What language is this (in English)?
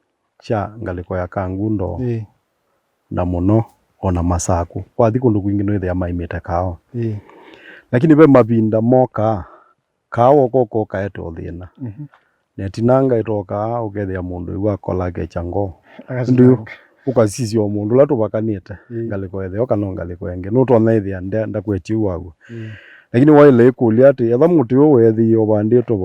Kamba